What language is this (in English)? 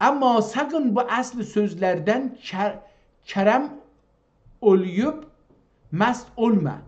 South Azerbaijani